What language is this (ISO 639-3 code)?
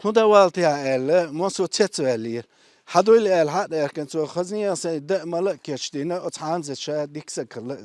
che